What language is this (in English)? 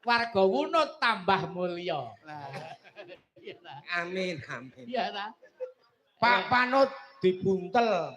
Javanese